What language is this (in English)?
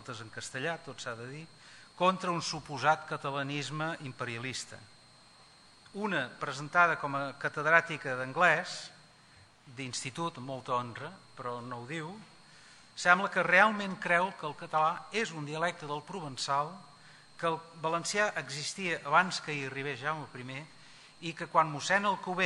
Catalan